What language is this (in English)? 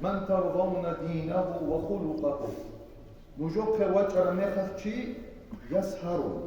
Avaric